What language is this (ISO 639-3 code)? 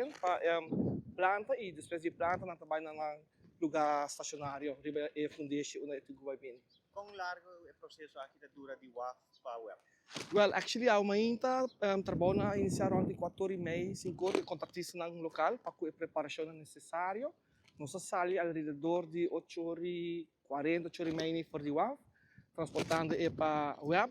pap